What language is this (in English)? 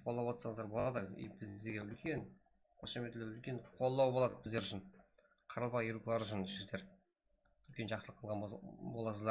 Kara-Kalpak